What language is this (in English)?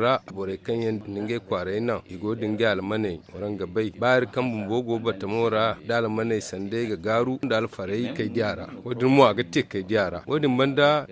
Zarma